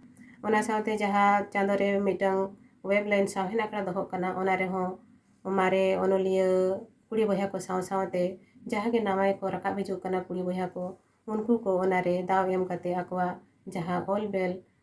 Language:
Santali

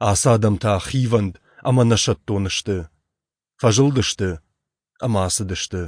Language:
Ossetic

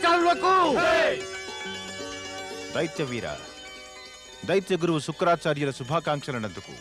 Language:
Telugu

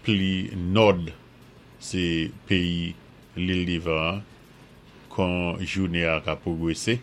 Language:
Saint Lucian Creole French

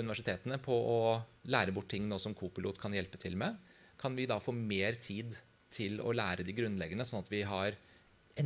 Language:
Norwegian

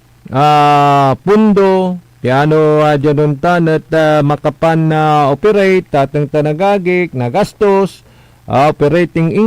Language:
Pangasinan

